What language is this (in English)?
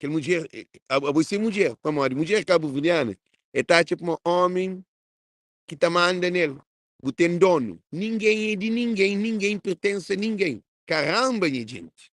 Kabuverdianu